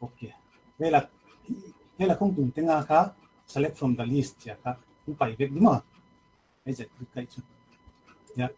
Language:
Paite Chin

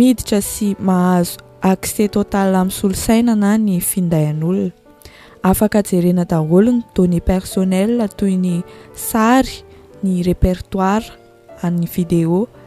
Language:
Malagasy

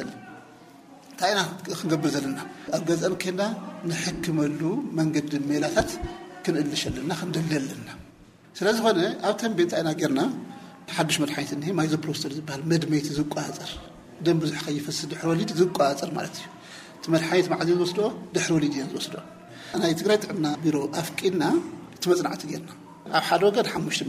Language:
Tigrinya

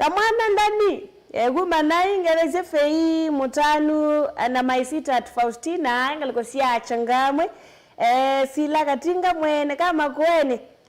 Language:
Kamba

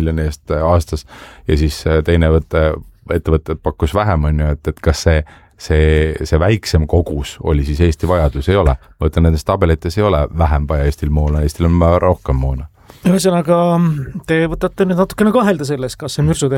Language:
Estonian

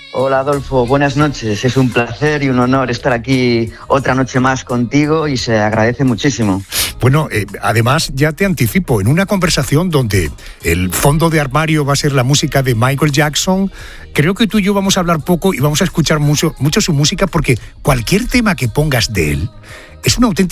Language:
Spanish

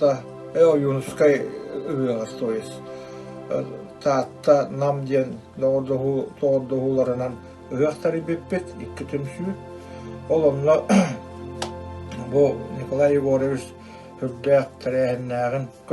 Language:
Yakut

